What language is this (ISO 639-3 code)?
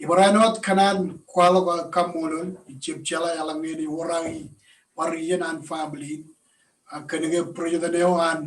mah